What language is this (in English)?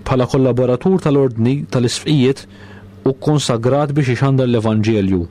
Maltese